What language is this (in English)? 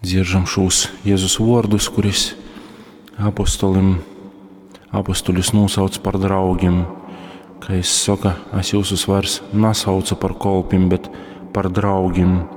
Latgalian